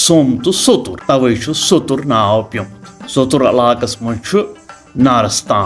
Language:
Kashmiri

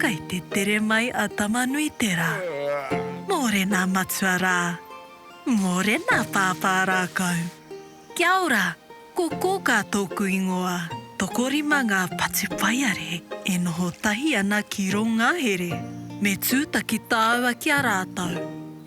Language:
Māori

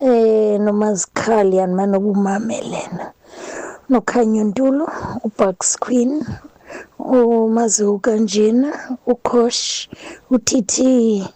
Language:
Xhosa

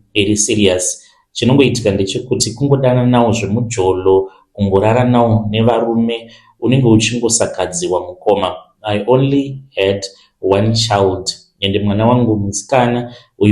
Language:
Shona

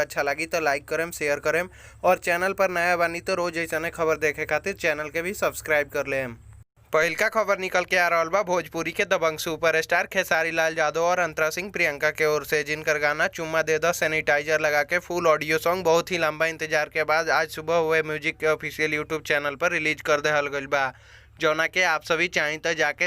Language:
Bhojpuri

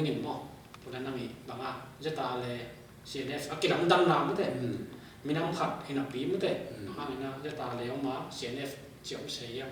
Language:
Tedim Chin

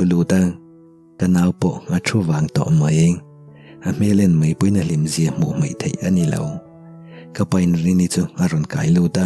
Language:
Mizo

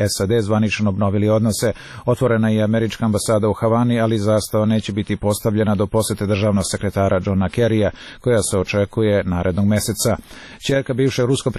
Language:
Serbian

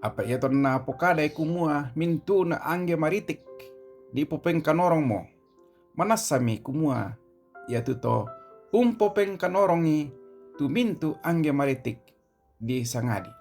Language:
Toraja-Sa'dan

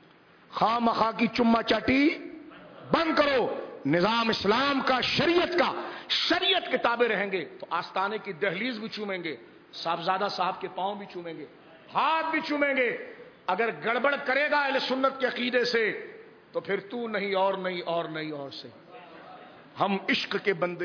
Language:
Urdu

